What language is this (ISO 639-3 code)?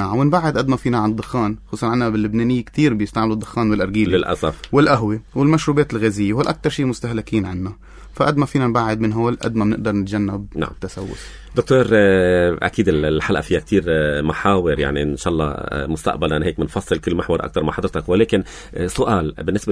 apc